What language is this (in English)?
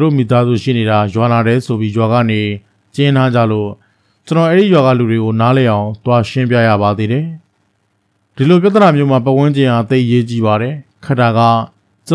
Burmese